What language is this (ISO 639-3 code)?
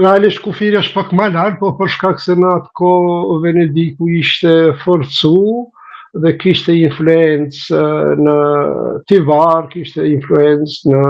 sqi